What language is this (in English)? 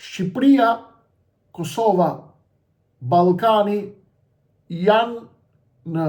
Albanian